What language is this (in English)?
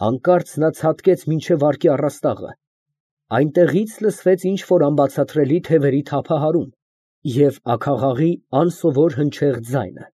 Armenian